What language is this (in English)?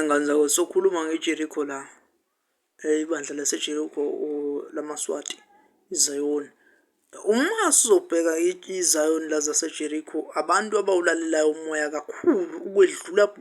Zulu